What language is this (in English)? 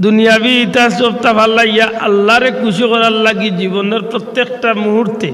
Sylheti